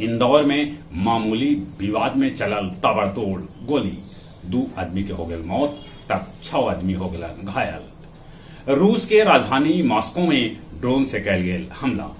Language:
Magahi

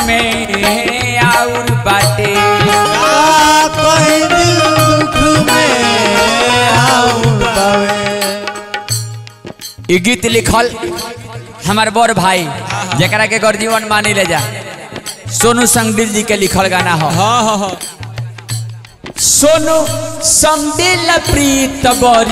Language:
Bhojpuri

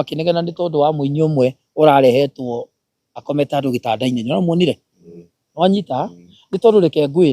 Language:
Kikuyu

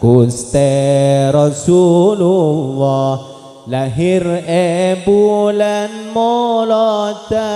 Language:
Madurese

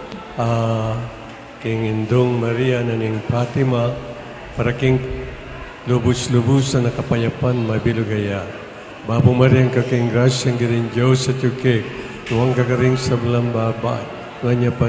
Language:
Pampanga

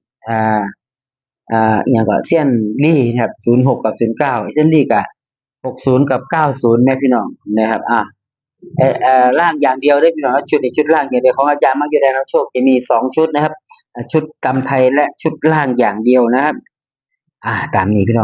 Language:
Northeastern Thai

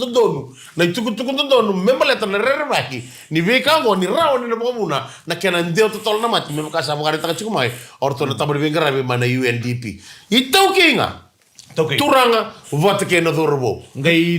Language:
Fijian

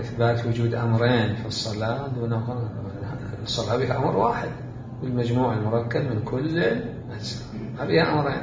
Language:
Mesopotamian Arabic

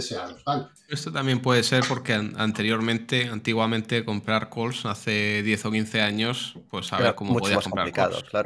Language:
Spanish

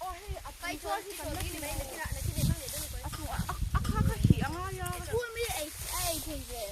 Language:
Mizo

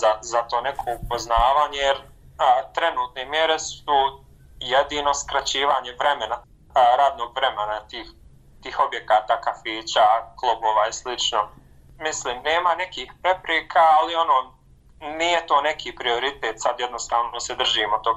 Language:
Bosnian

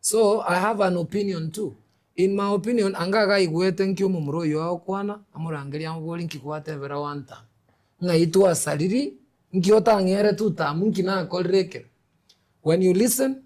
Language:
Gusii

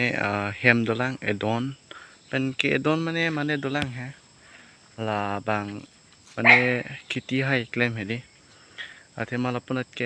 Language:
Karbi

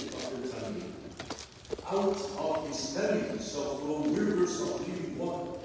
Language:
Samoan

